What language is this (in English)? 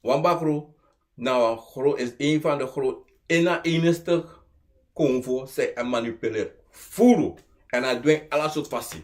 Sranan Tongo